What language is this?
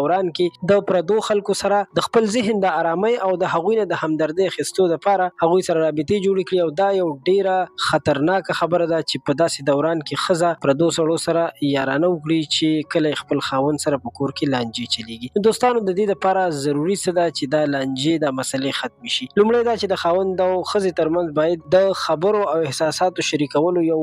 Pashto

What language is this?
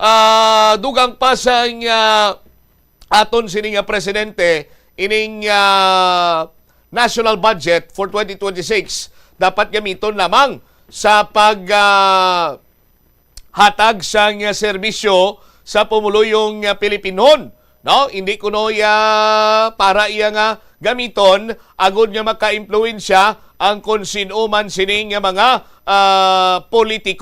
Hiligaynon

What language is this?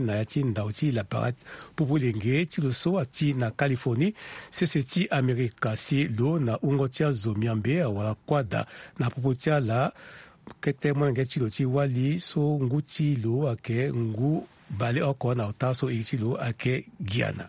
Sango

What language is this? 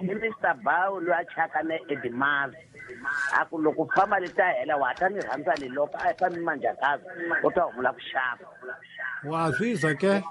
Tsonga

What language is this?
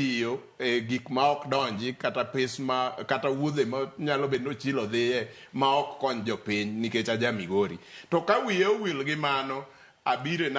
Luo (Kenya and Tanzania)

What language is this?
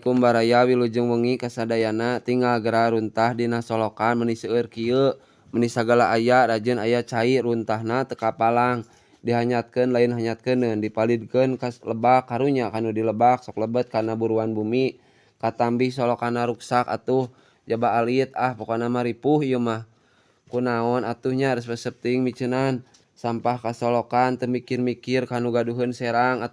Sundanese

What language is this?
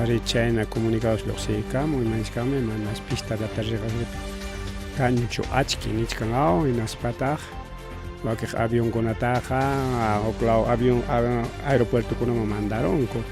Ayacucho Quechua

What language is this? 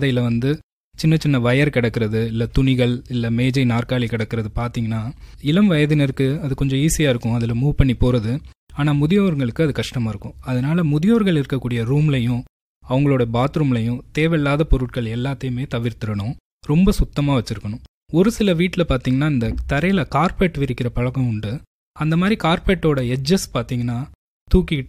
Tamil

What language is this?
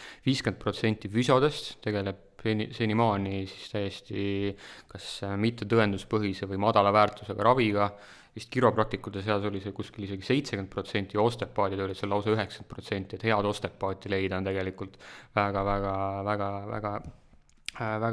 Estonian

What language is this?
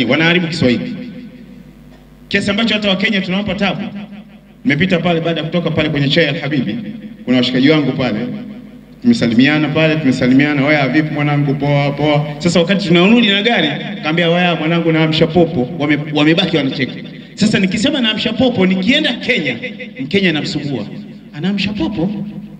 Swahili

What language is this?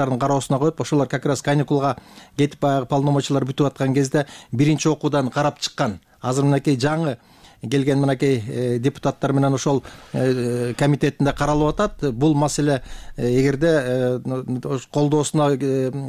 Kyrgyz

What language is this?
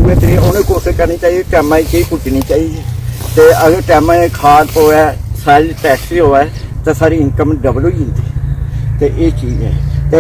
Dogri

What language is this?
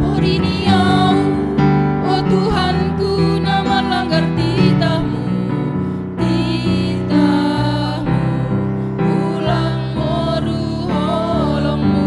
Batak Simalungun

